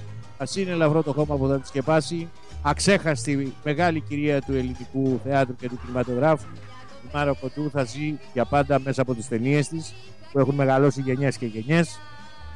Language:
Greek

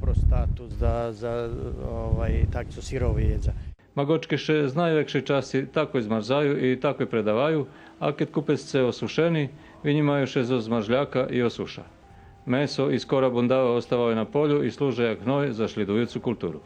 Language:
Rusyn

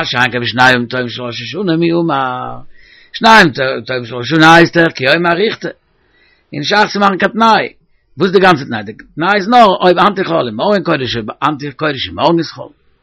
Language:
Yiddish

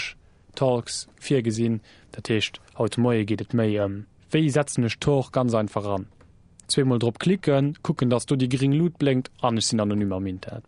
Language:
Luxembourgish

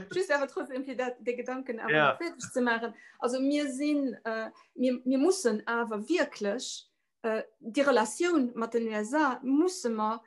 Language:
Luxembourgish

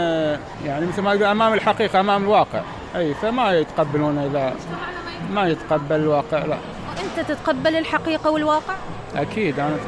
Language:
Mesopotamian Arabic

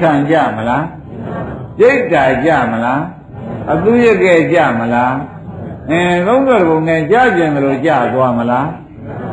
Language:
Burmese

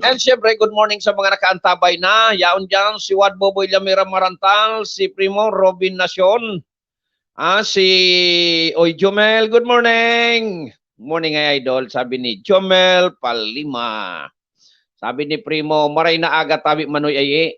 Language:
Bikol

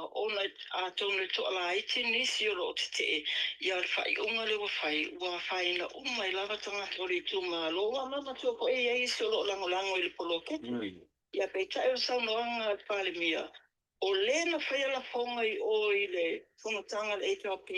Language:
Samoan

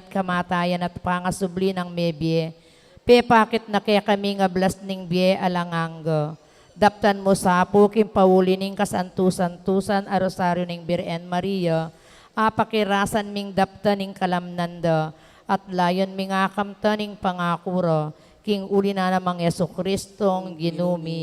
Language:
Pampanga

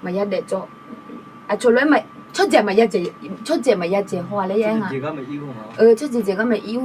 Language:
Akha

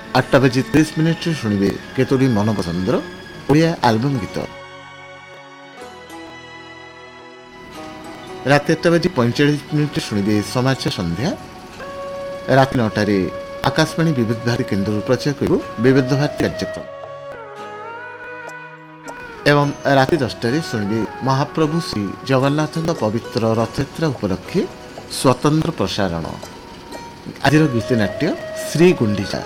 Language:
Odia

